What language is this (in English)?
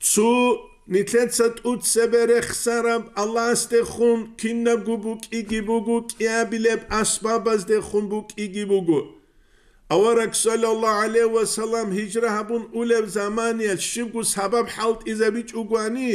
Avaric